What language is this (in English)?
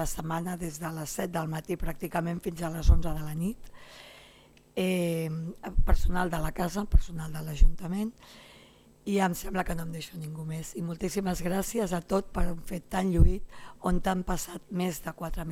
Catalan